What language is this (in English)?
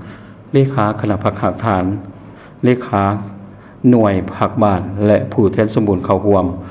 Lao